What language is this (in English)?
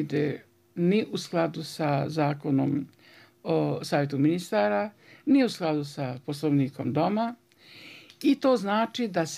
Bosnian